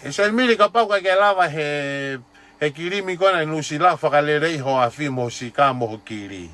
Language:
Tongan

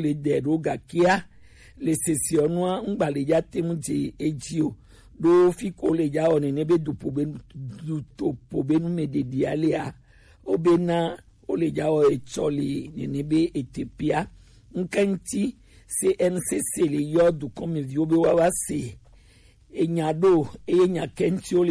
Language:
Gen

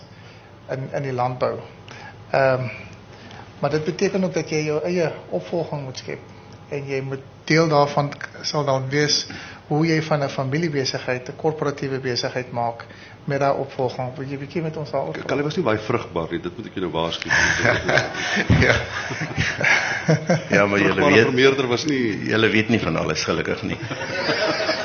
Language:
Afrikaans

